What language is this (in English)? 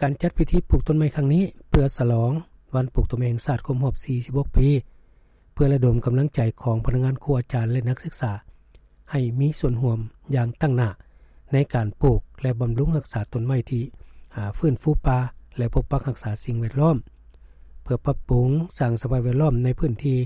Lao